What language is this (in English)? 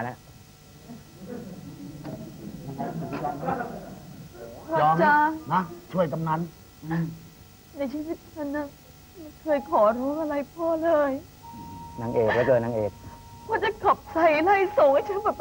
Thai